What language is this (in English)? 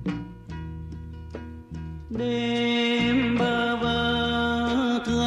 Vietnamese